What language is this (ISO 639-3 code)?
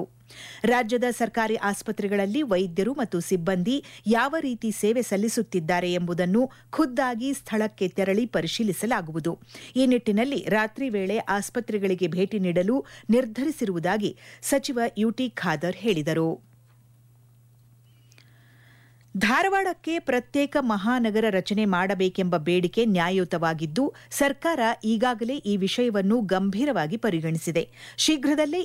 kan